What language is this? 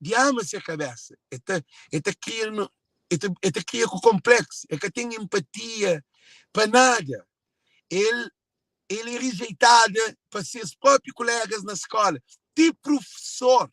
Kabuverdianu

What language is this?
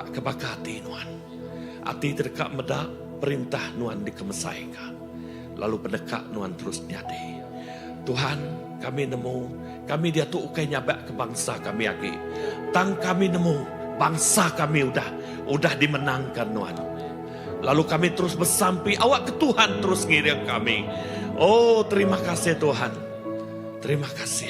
Iban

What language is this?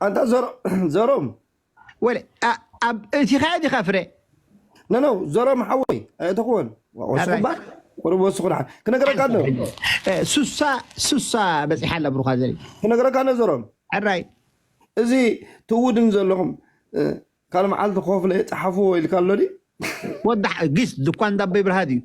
Tigrinya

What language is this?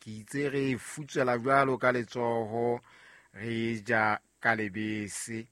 Southern Sotho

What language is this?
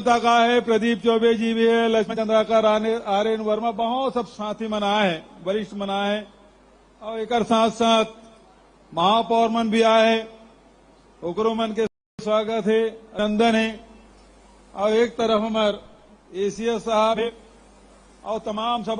Chhattisgarhi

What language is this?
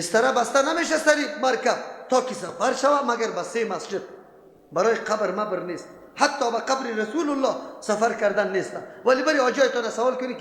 Persian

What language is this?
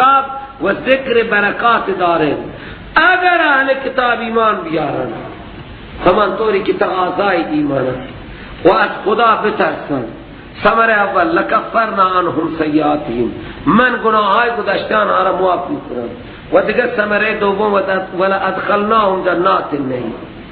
Persian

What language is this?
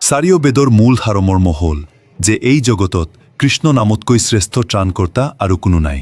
Assamese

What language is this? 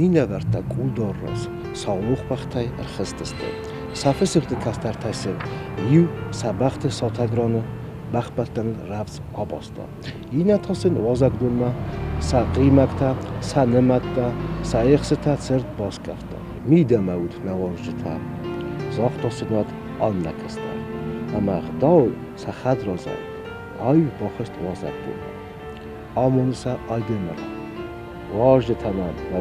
Ossetic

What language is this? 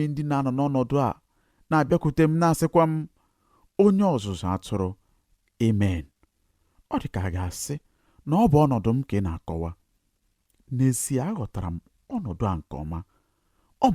Igbo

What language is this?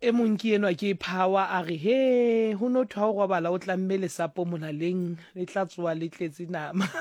Southern Sotho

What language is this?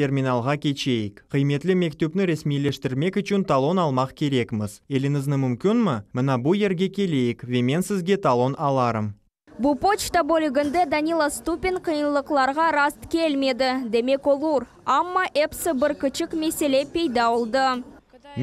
Crimean Tatar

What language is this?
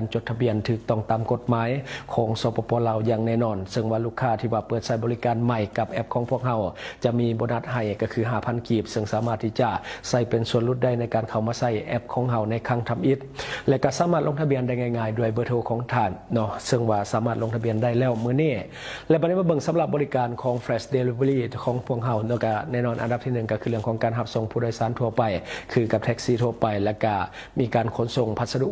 Lao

